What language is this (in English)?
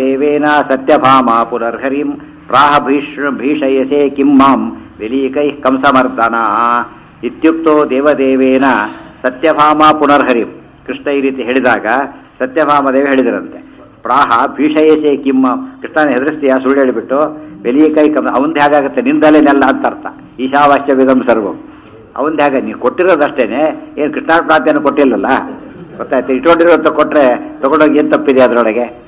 Kannada